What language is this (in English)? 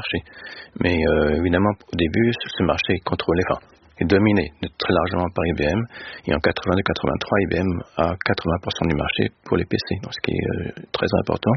French